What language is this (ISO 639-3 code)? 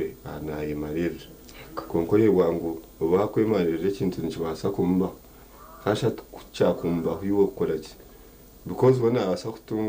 nyn